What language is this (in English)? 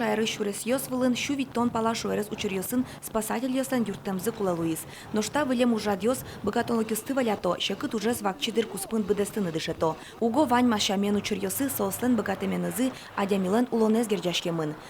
Udmurt